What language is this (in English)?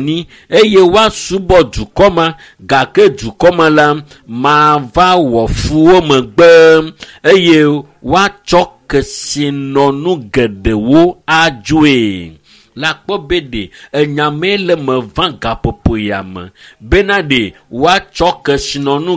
Ewe